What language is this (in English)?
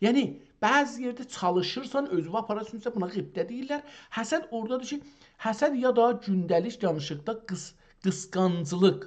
South Azerbaijani